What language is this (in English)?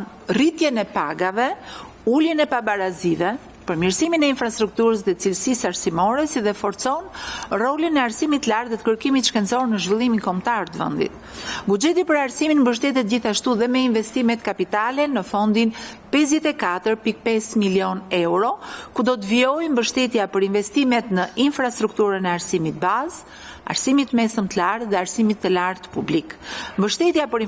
Albanian